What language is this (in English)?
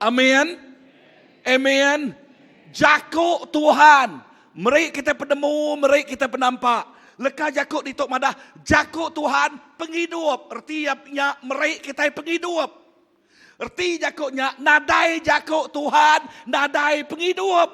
Iban